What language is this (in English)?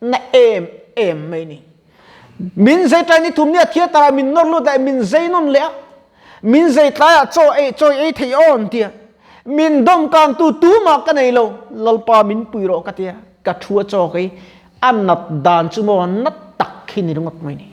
Mizo